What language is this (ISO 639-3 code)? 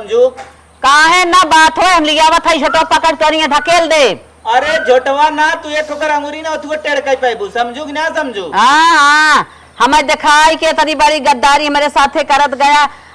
awa